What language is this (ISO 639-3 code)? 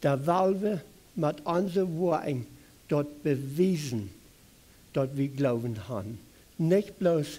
pdt